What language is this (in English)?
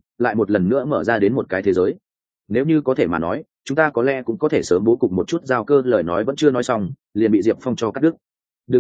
Vietnamese